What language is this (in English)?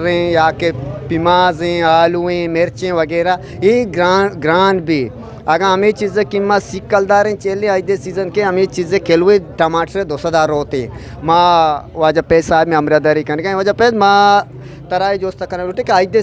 Eastern Balochi